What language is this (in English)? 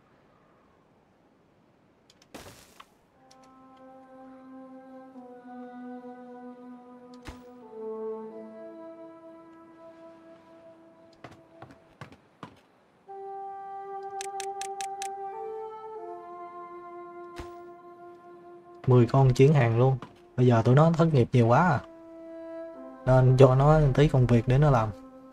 Vietnamese